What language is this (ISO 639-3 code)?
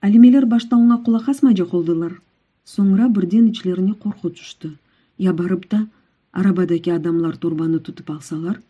crh